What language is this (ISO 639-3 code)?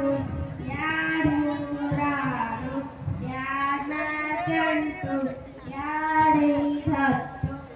kan